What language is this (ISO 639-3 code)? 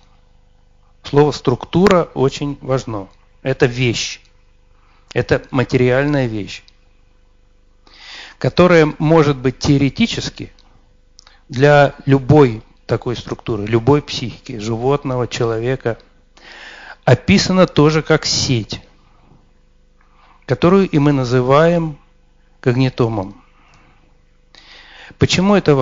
rus